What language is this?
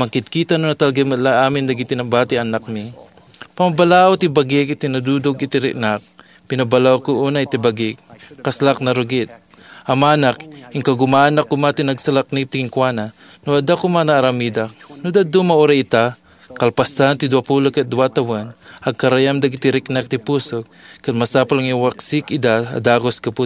Iloko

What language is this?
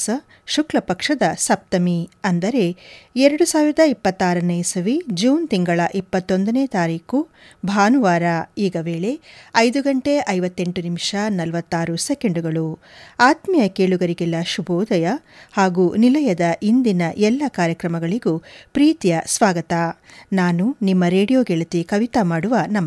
Kannada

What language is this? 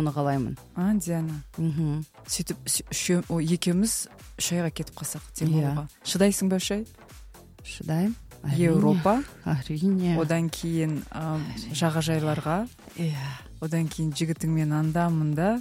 Kazakh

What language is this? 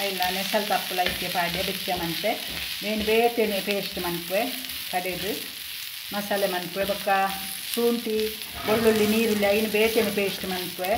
Tulu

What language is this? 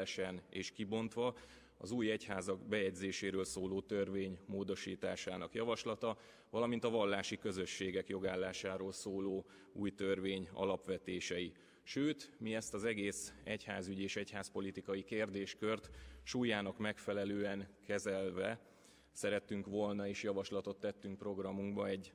Hungarian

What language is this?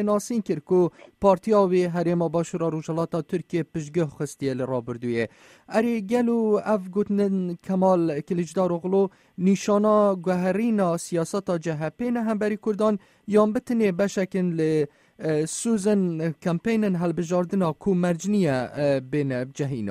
Kurdish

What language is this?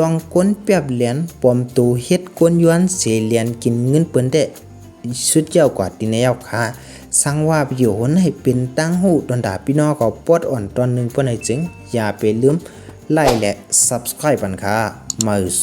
Shan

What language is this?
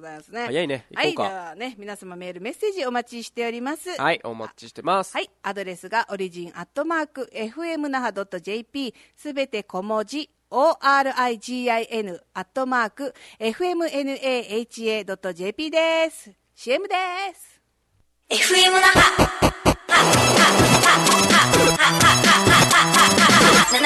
Japanese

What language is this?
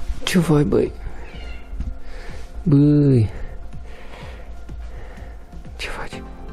Romanian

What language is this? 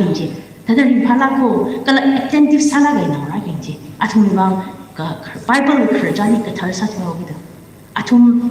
Tangkhul Naga (India)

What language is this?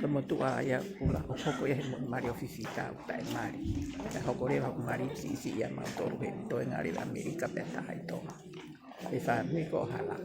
Tongan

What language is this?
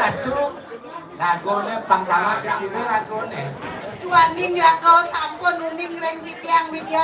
Balinese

